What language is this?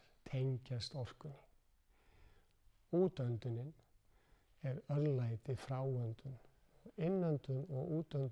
Icelandic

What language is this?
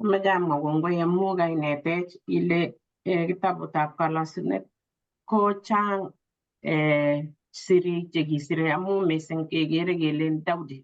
Kalenjin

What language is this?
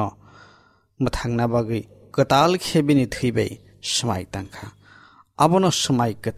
Kok Borok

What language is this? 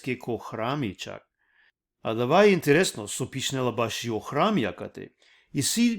Balkan Romani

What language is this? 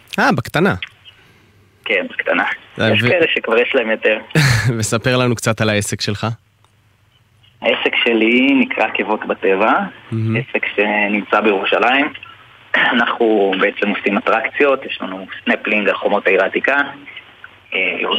Hebrew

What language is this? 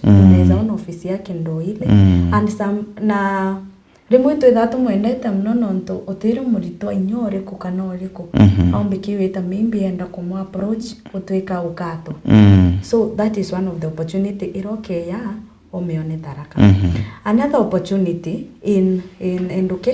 Meru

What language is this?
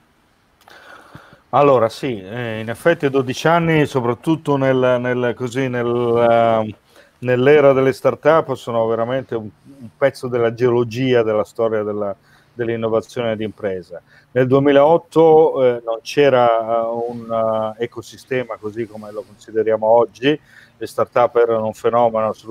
Italian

